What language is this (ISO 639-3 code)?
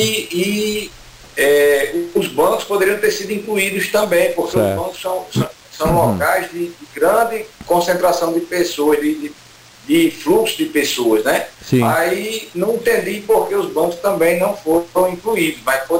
por